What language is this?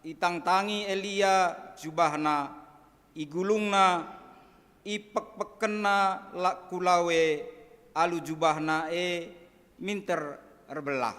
Batak Karo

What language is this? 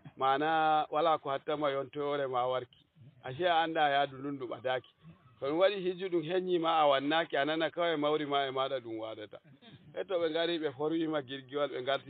Fula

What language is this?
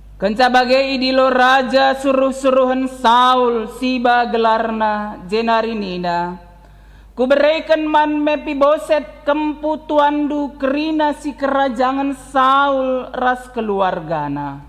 Batak Karo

